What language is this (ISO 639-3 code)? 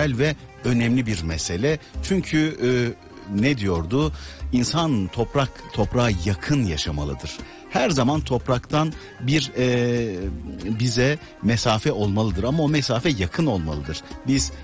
tur